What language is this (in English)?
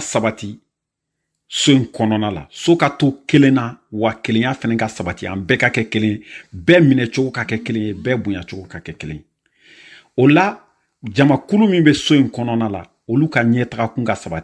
Bambara